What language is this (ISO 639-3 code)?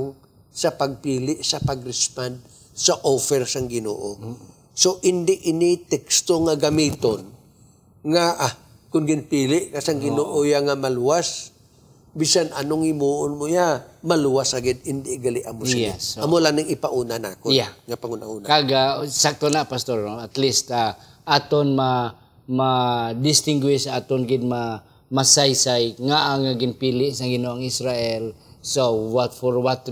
hil